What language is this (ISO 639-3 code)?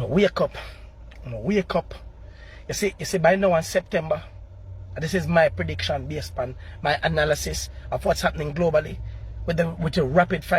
jam